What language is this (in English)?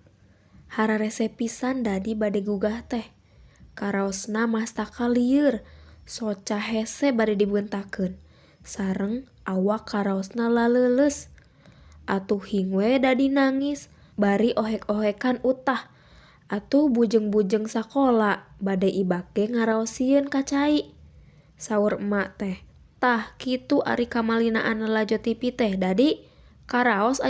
Sundanese